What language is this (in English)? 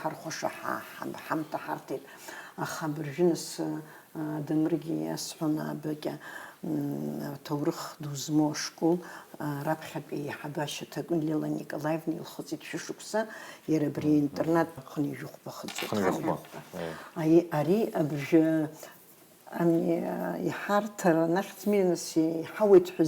Abkhazian